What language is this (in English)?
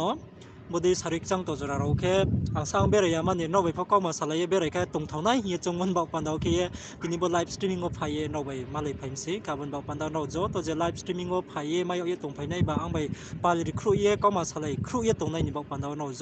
Riang (India)